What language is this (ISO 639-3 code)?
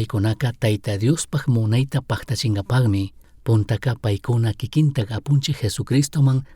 qug